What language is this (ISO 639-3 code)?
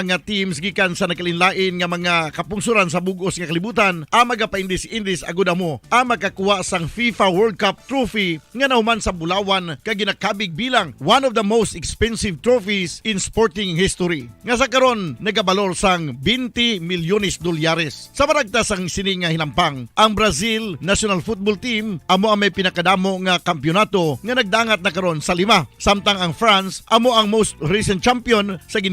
hil